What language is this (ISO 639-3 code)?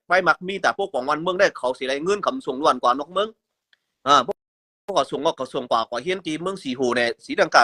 shn